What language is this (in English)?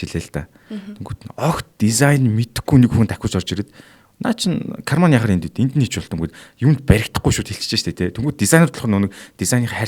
Mongolian